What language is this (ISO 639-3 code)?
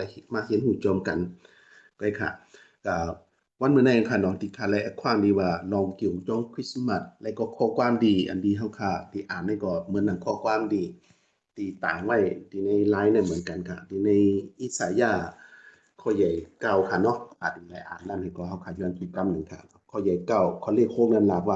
shn